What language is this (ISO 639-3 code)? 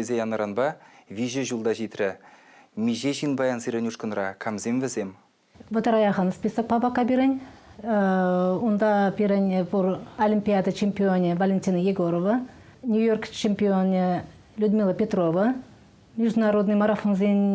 chv